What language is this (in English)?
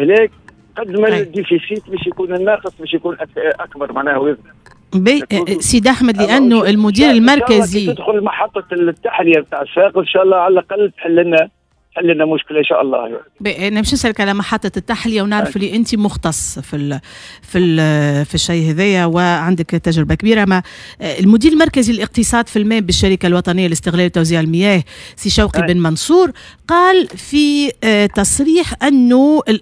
Tunisian Arabic